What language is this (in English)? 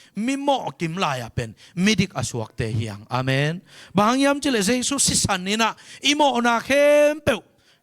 Tedim Chin